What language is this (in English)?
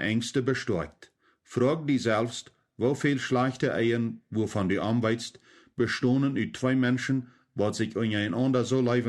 Plautdietsch